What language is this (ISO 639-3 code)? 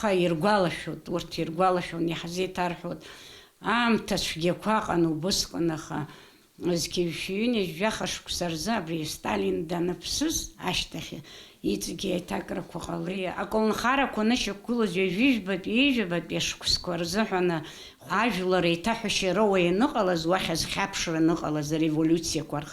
abk